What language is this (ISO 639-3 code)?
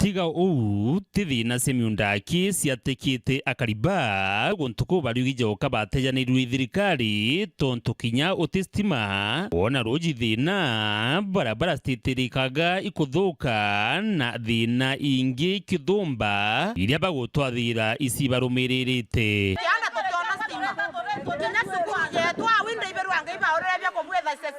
mer